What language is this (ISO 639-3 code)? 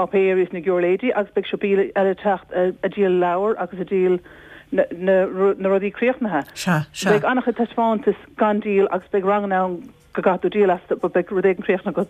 gle